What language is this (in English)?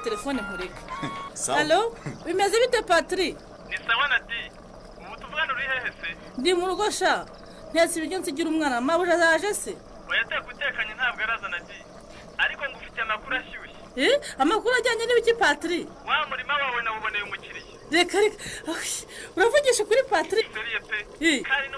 Kinyarwanda